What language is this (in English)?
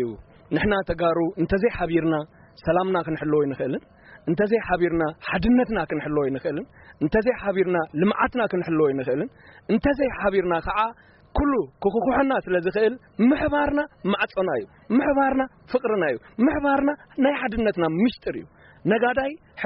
Tigrinya